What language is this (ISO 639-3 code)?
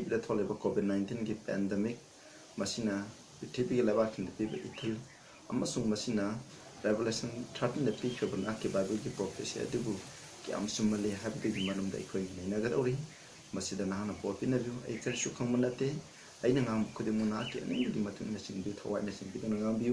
mni